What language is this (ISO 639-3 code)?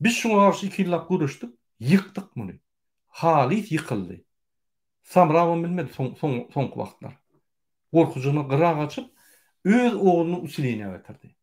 tuk